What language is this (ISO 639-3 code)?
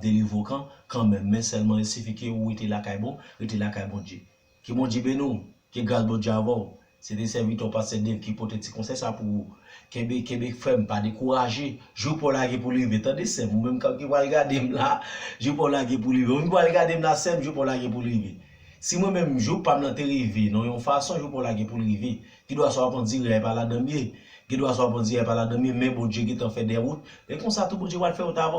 hat